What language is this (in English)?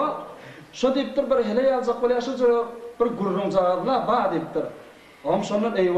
Turkmen